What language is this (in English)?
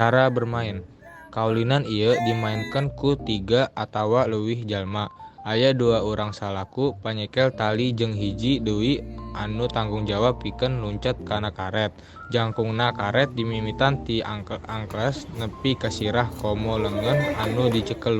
Sundanese